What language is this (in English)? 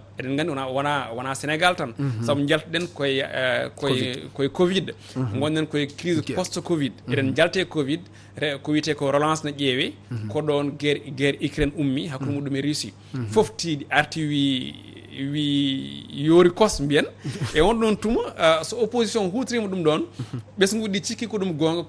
Fula